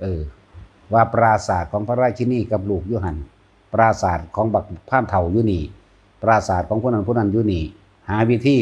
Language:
Northeastern Thai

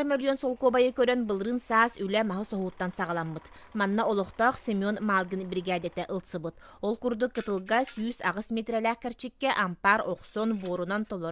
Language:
Yakut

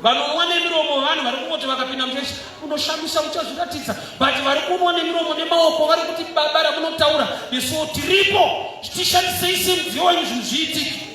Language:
Shona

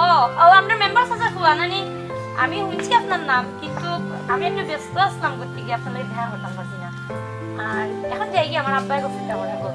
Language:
Sylheti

